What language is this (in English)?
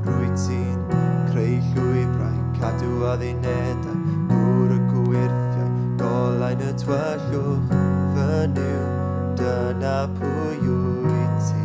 Welsh